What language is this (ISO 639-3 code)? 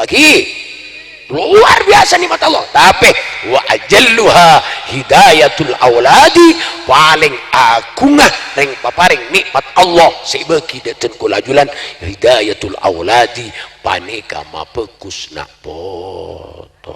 mad